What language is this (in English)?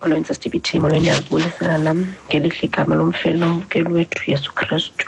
Xhosa